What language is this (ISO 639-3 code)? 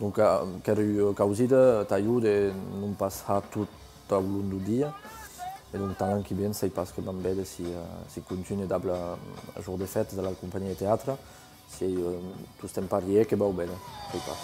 oci